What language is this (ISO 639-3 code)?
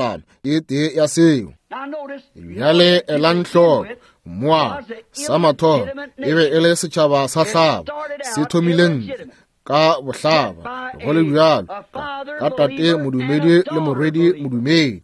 nso